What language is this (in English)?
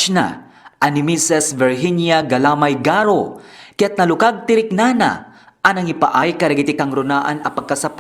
Iloko